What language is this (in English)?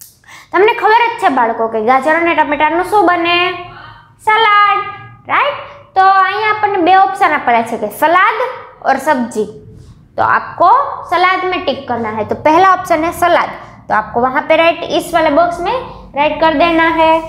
Gujarati